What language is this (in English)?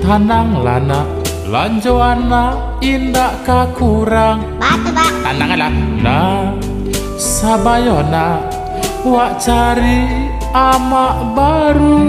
Minangkabau